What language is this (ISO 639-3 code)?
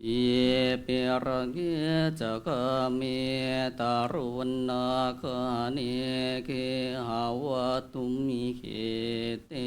pli